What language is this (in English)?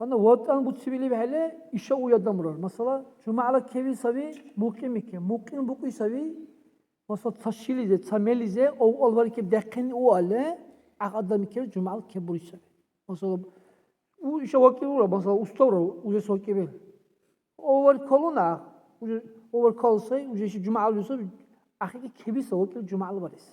Dargwa